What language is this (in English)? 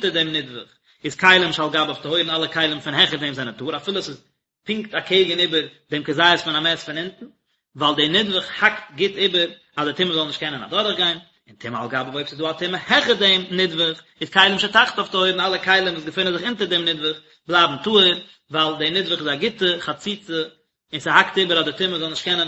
Yiddish